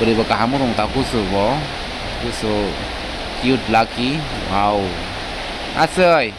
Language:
Kok Borok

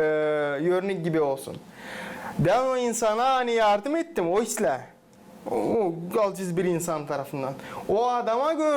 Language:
Gagauz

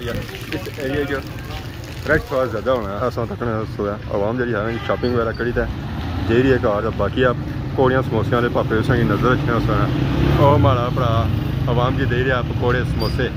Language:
Pahari-Potwari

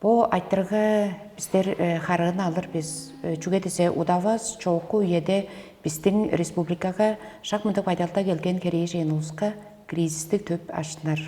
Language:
Tuvinian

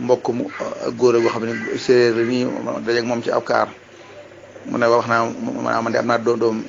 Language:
Wolof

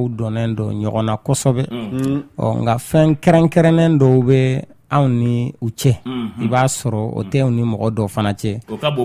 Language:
Bambara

